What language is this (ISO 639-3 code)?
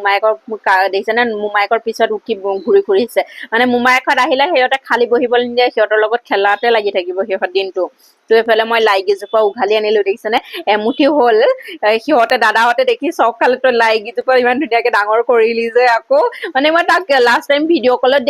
asm